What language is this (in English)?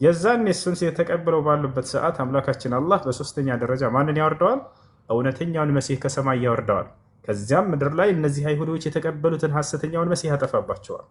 Amharic